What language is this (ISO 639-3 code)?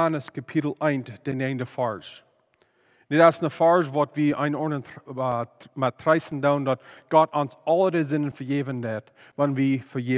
pdt